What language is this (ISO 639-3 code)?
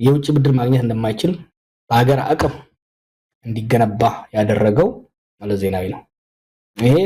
amh